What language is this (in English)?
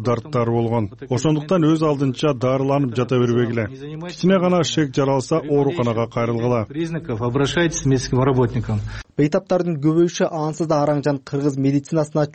Kyrgyz